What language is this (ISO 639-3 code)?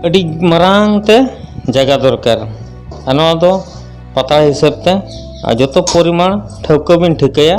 sat